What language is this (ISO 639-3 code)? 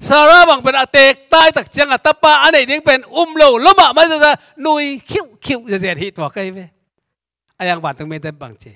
ctd